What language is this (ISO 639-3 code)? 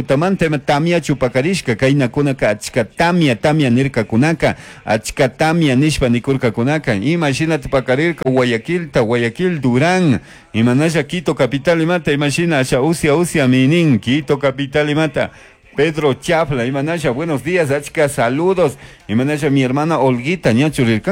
qug